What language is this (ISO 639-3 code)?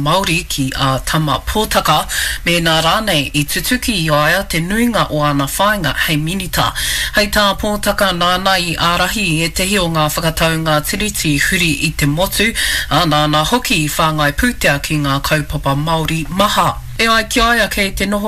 mri